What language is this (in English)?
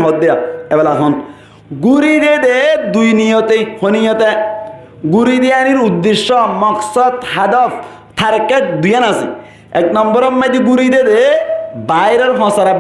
Rohingya